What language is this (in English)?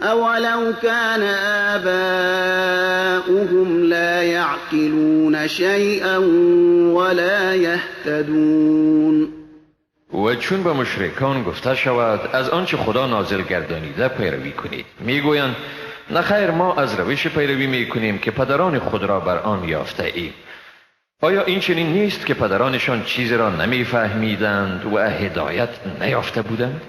Persian